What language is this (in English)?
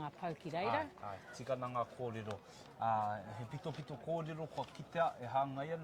Māori